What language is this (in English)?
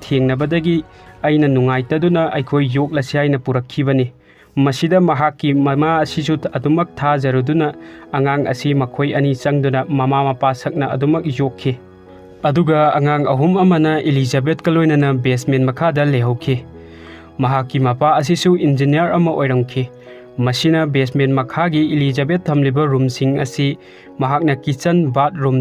Manipuri